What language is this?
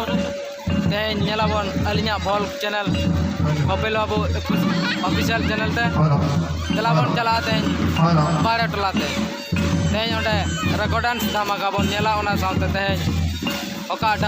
Santali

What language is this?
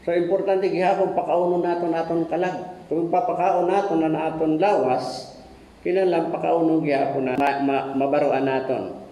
Waray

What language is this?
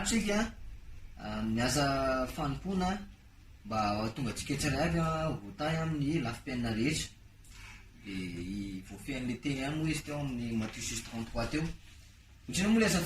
Malagasy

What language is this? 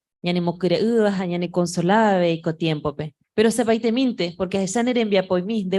Guarani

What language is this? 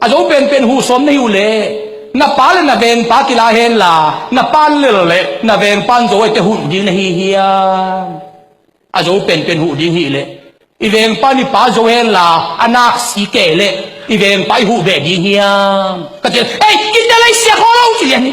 Tedim Chin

